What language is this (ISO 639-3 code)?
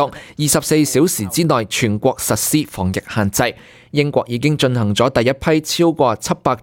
yue